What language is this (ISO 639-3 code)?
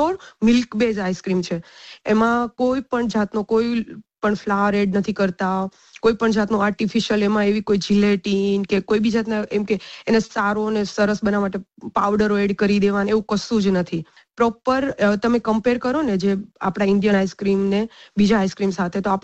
guj